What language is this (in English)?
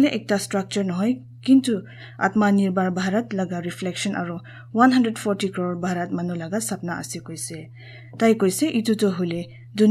Naga Pidgin